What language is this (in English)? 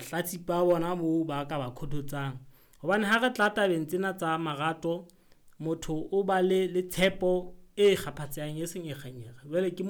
Southern Sotho